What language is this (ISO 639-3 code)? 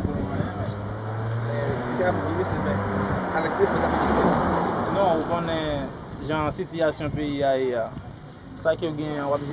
hat